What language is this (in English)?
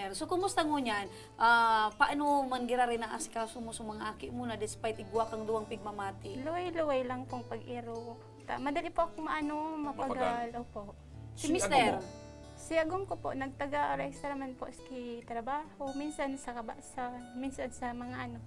Bikol